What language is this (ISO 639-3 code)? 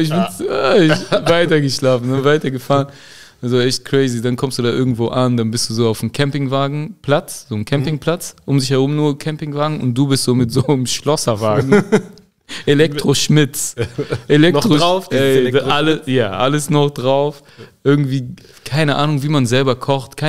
deu